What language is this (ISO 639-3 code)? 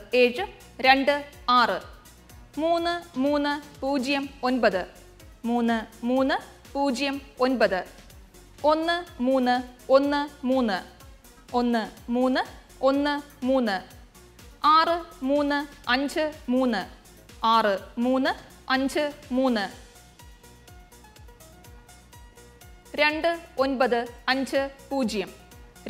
mal